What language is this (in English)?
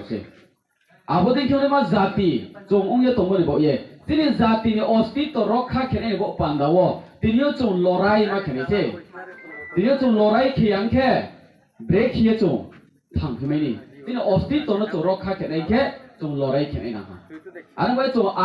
Riang (India)